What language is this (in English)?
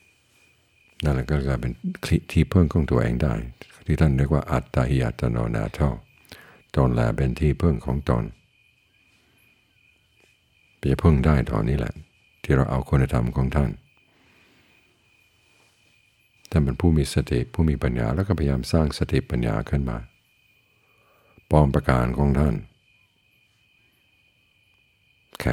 Thai